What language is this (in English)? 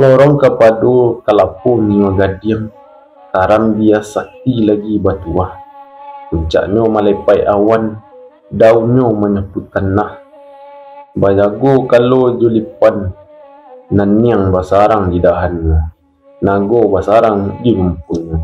Minangkabau